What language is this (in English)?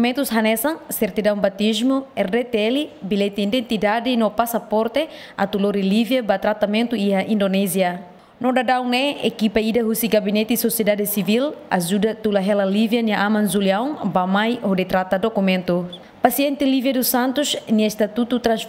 Tetum